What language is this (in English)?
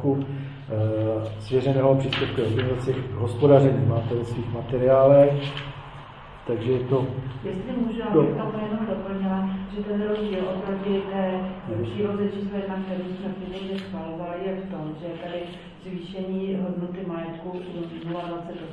Czech